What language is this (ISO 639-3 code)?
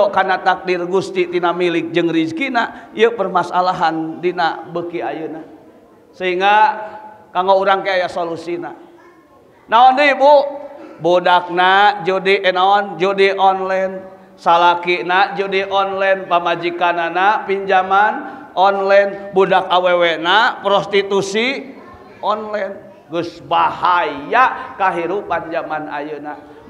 sun